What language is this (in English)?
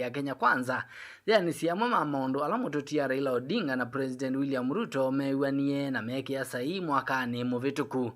Kamba